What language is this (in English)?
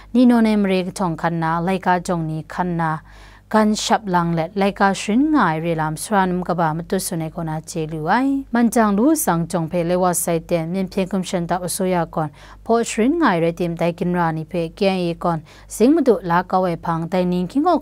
Kachin